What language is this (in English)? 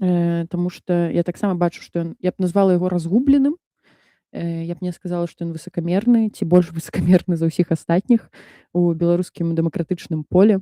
Belarusian